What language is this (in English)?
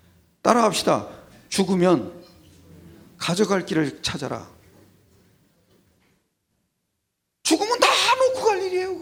Korean